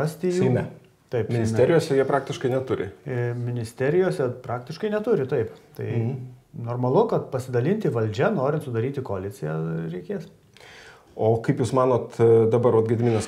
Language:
Lithuanian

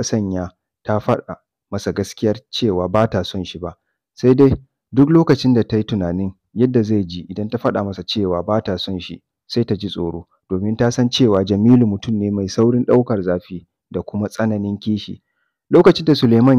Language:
Hausa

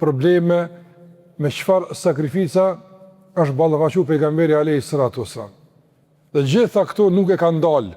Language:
Albanian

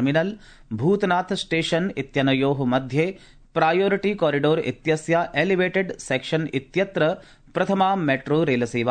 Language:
Sanskrit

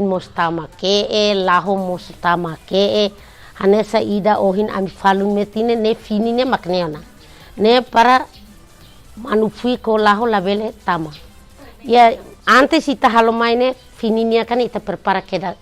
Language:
Tetum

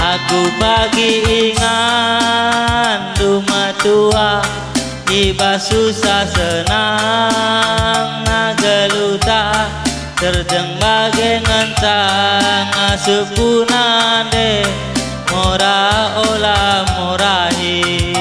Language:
Batak Karo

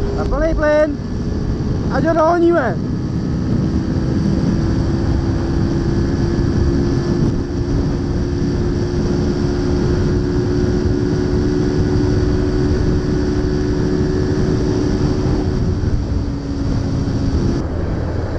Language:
Czech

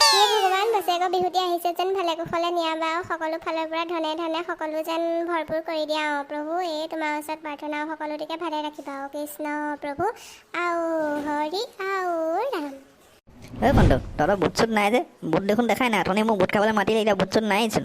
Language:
Assamese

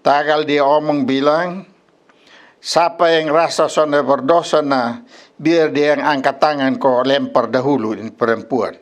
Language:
Kupang Malay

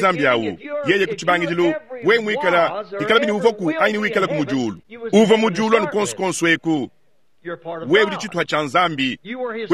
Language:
Luba-Lulua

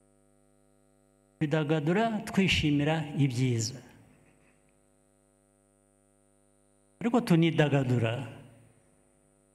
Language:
Kinyarwanda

